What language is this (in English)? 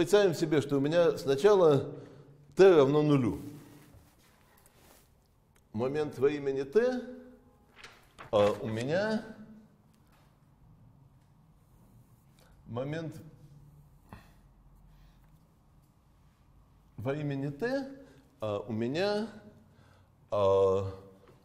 Russian